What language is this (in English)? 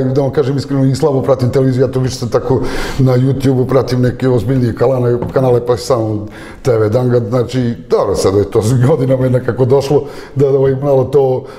Serbian